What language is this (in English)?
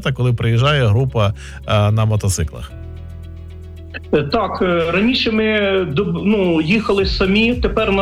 Ukrainian